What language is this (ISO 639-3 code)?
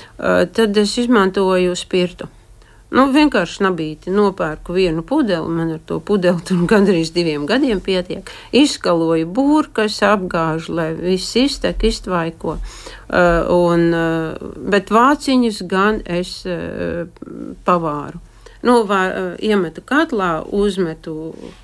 lav